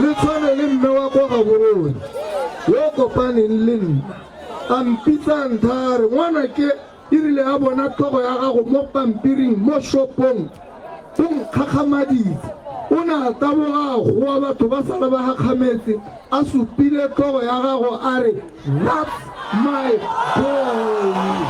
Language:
Tswana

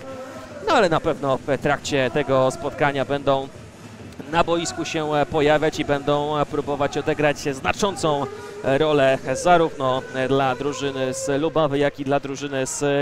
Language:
Polish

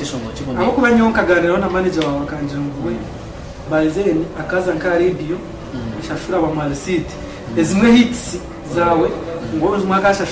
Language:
Nyankole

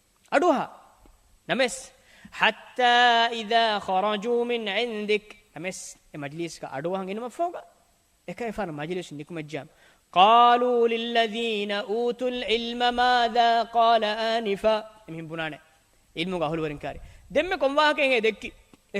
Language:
Divehi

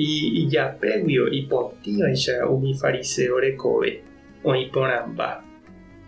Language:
Guarani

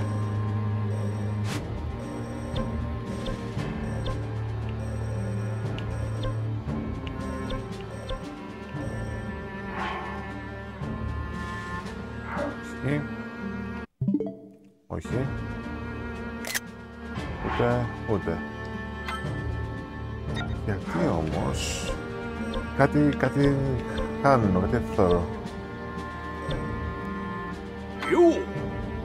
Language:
Greek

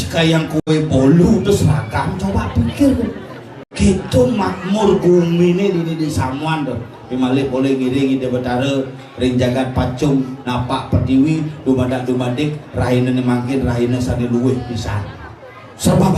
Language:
Balinese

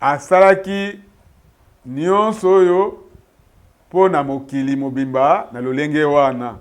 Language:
Lingala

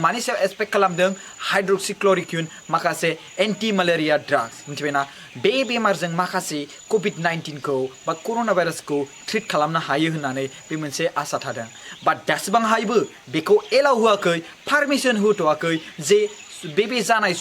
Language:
Bodo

